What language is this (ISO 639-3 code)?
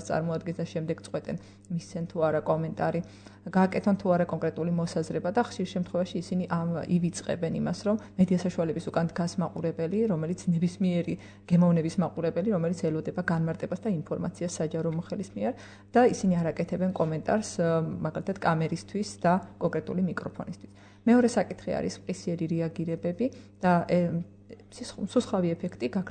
kat